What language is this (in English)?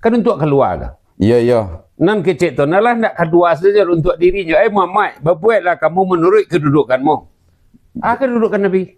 Minangkabau